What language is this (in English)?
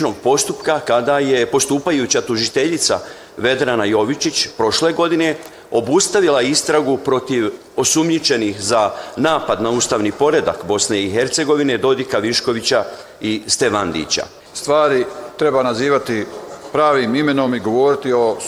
Bosnian